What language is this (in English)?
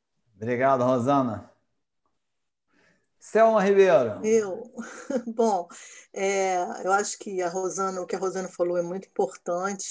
Portuguese